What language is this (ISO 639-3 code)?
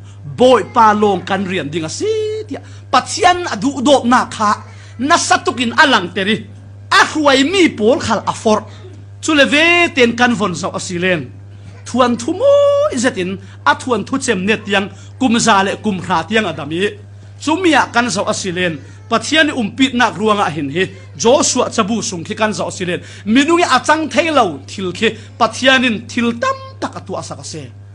cfm